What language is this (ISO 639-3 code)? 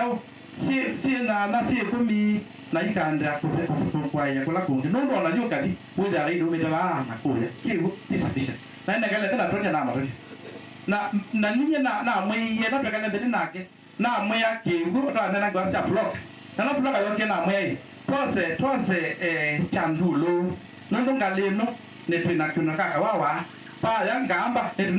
kam